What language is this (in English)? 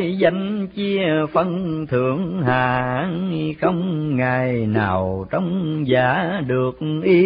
Vietnamese